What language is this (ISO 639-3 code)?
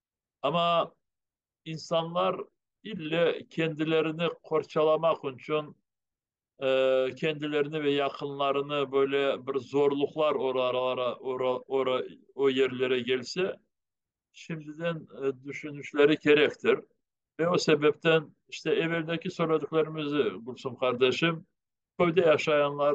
crh